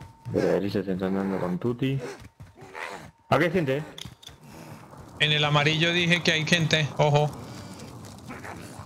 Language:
Spanish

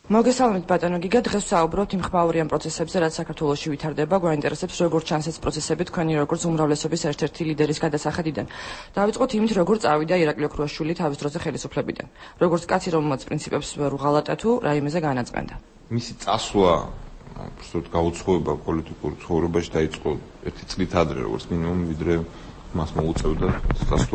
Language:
Georgian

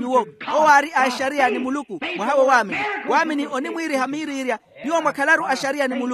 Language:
Makhuwa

